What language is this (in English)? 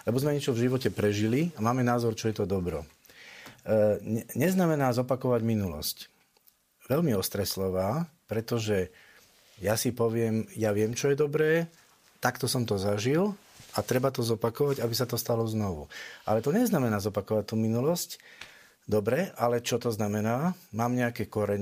Slovak